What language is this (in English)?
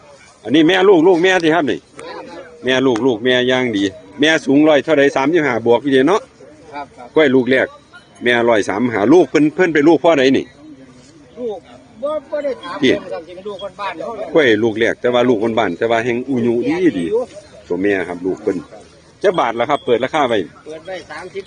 Northeastern Thai